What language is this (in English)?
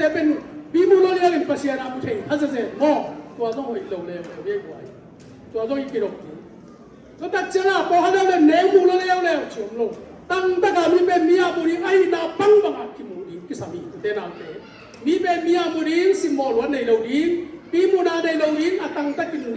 Tedim Chin